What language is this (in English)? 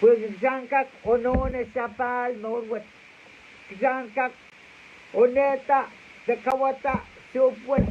Pohnpeian